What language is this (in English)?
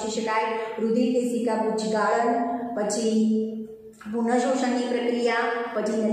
Gujarati